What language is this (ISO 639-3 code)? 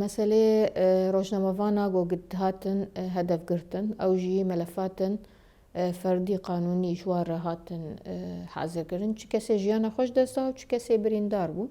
kur